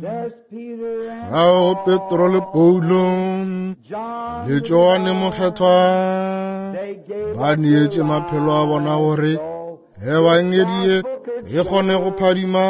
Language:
Northern Sotho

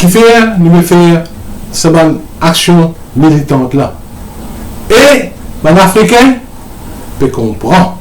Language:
Morisyen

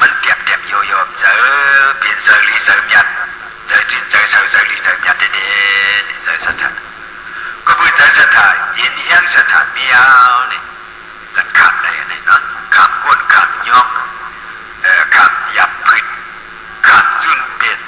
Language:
Shan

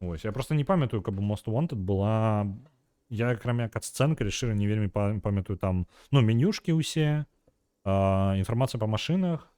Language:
Belarusian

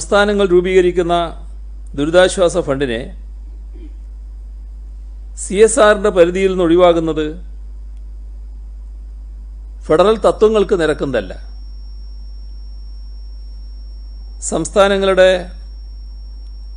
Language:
Malayalam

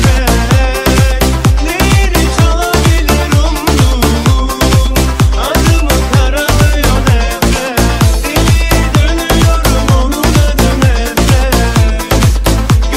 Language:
Turkish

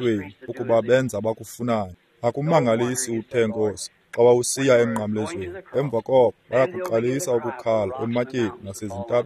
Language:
Xhosa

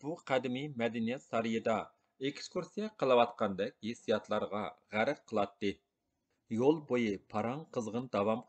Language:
Uyghur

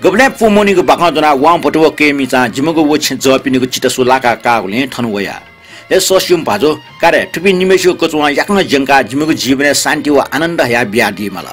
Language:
Newari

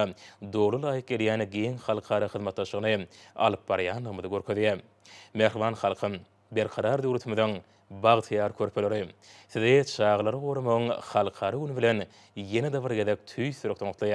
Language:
Turkmen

